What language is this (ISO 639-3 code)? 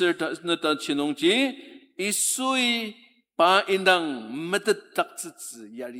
njo